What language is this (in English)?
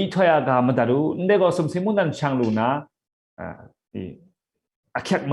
Kachin